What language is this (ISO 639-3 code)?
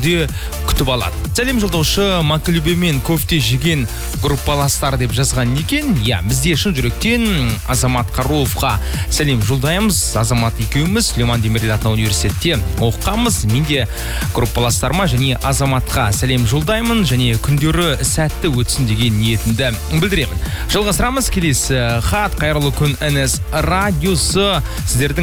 kaz